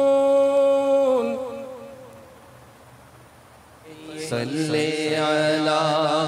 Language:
Urdu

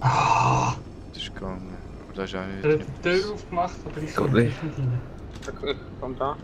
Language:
Swiss German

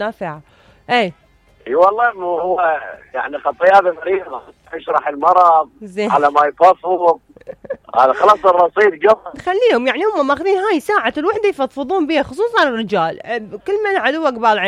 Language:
Mesopotamian Arabic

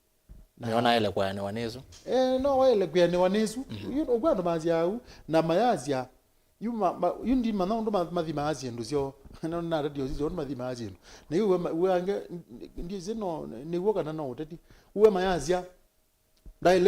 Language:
Kamba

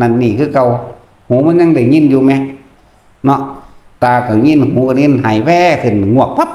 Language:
Northeastern Thai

